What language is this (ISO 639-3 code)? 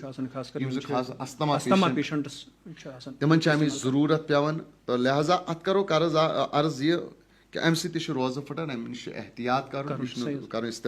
kas